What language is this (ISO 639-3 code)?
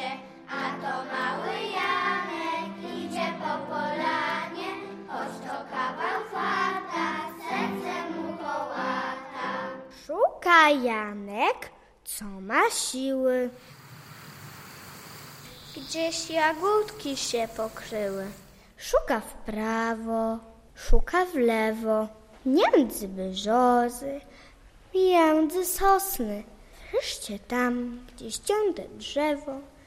pol